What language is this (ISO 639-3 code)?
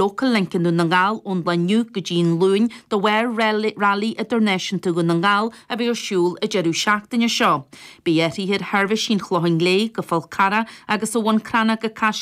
gle